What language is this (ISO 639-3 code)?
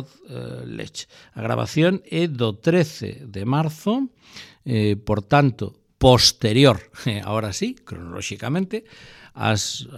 glg